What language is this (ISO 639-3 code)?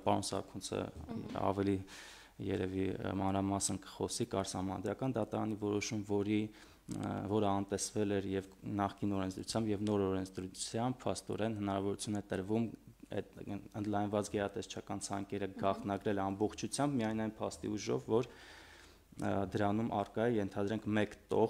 hye